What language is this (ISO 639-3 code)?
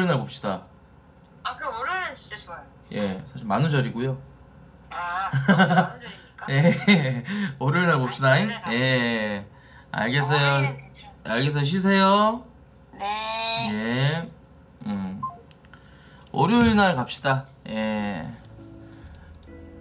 kor